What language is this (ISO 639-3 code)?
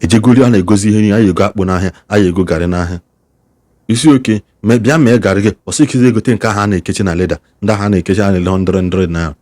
ibo